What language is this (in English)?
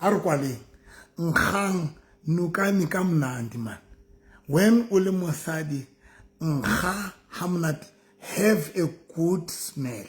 Southern Sotho